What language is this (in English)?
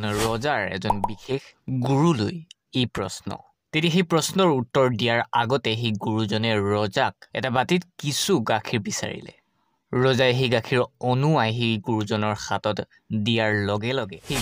Assamese